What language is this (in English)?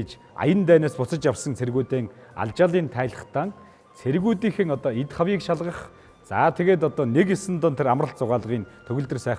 Mongolian